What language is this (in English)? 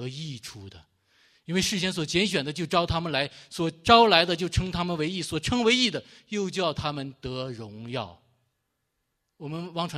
Chinese